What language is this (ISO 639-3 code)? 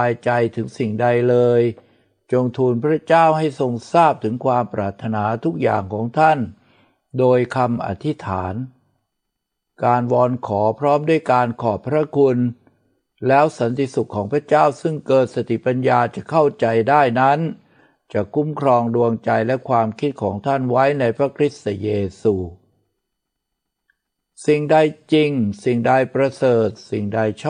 tha